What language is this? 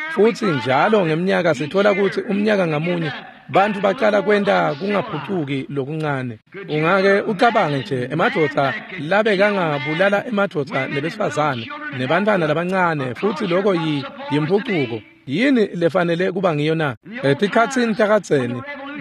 Swati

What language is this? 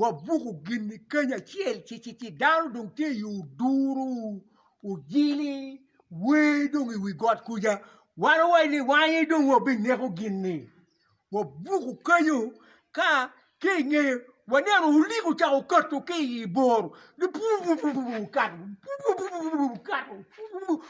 Acoli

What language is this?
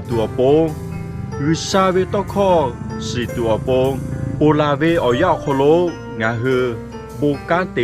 Lahu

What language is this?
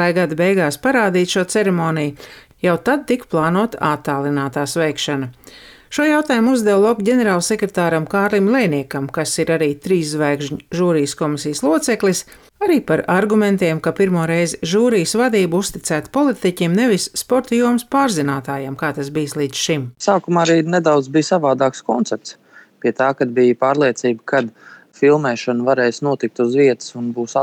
Latvian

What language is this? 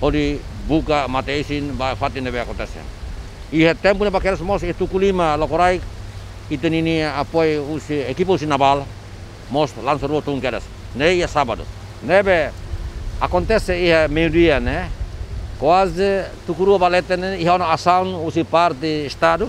Tetum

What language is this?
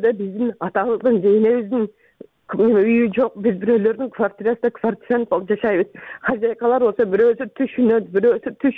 Kyrgyz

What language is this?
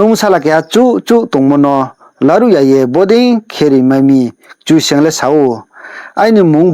Riang (India)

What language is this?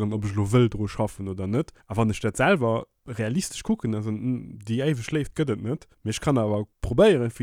Luxembourgish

